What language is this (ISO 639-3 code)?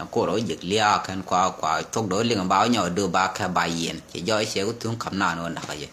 nus